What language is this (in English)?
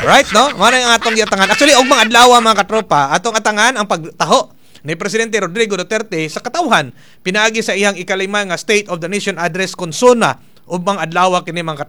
Cebuano